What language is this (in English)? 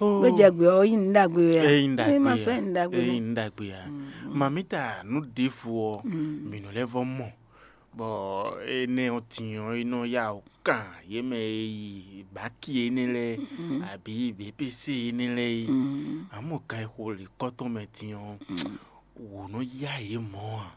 Fon